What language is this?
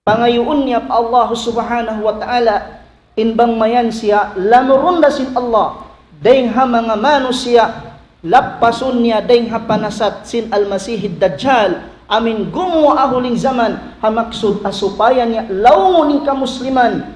Tausug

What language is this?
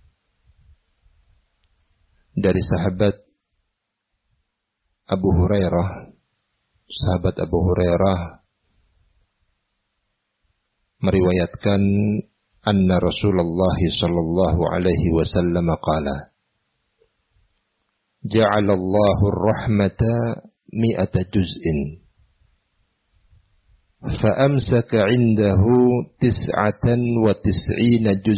Indonesian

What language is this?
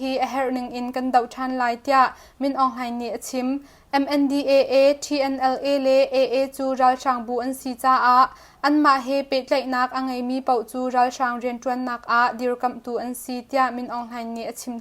Hakha Chin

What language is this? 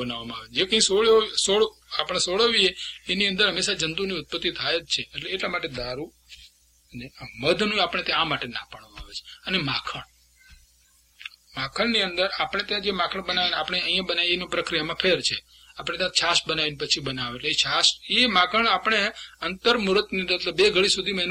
Gujarati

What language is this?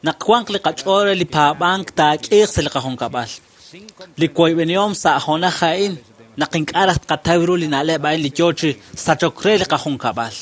Kekchí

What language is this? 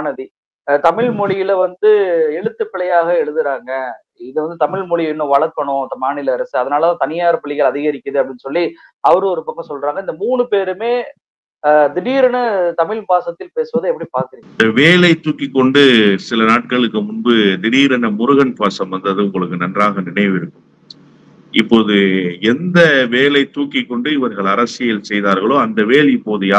Tamil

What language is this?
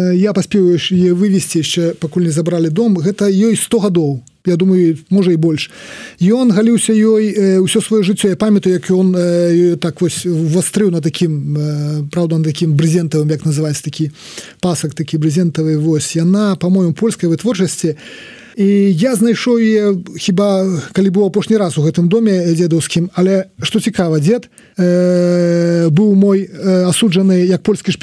Belarusian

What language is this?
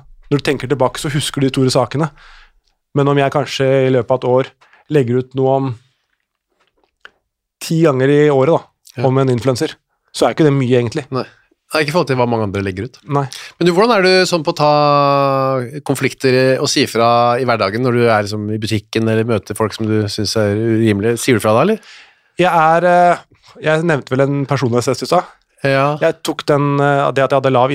Norwegian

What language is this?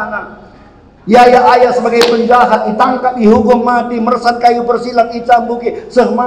Batak Karo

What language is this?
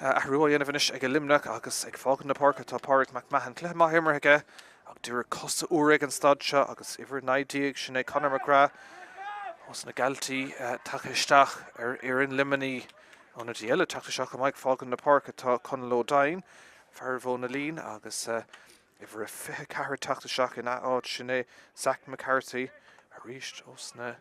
Irish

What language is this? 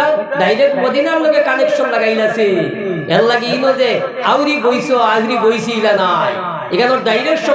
Sylheti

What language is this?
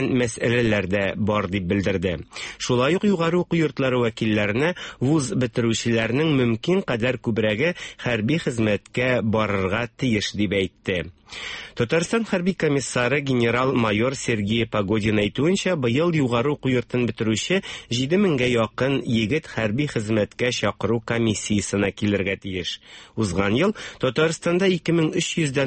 Tatar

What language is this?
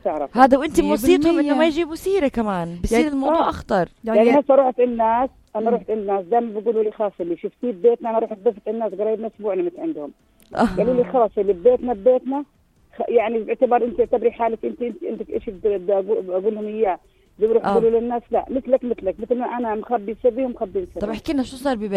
North Levantine Arabic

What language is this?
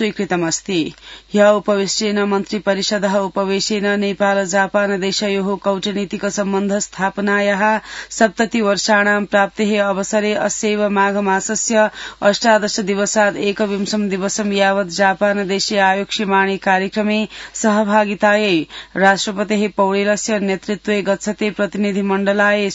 Sanskrit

